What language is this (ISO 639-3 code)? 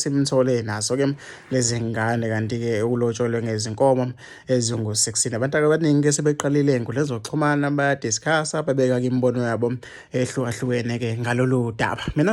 zul